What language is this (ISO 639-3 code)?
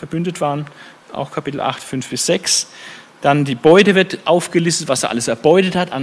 deu